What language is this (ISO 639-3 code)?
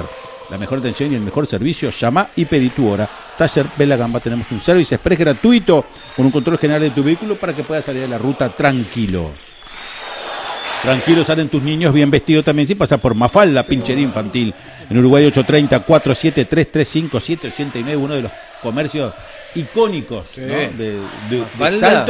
spa